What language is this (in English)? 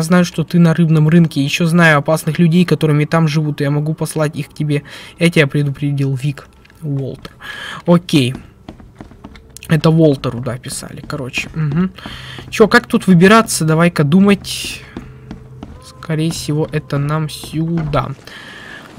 Russian